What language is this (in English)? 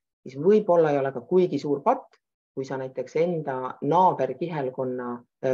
Estonian